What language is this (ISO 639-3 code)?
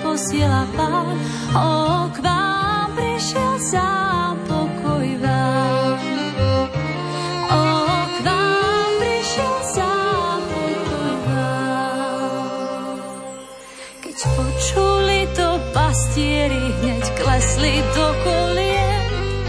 slk